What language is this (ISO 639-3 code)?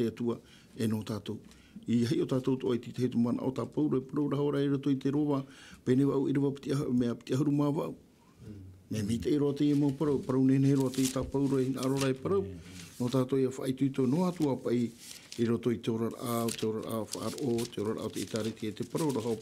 tah